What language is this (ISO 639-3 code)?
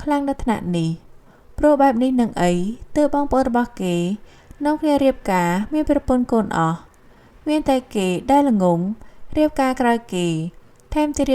khm